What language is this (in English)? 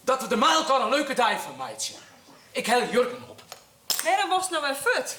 Western Frisian